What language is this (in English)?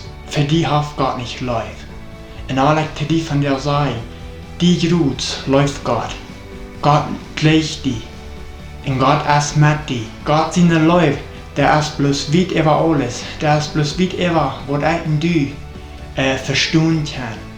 Plautdietsch